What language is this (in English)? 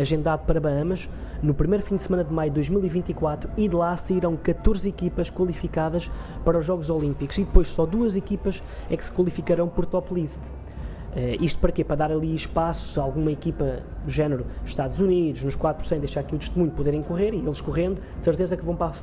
Portuguese